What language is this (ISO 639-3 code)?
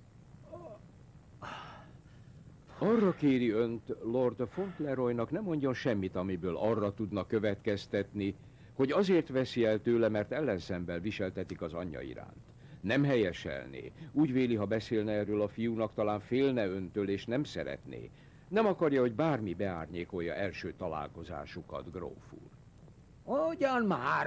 hun